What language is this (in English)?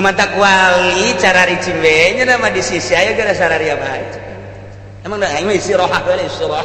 Sundanese